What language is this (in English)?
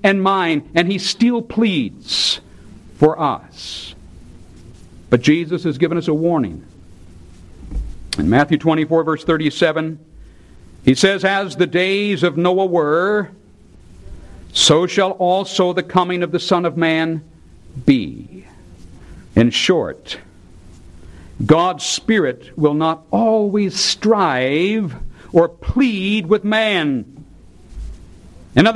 English